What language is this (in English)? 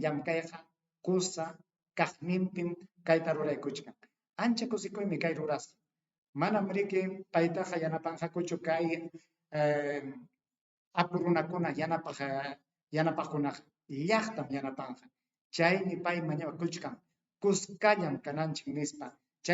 Ayacucho Quechua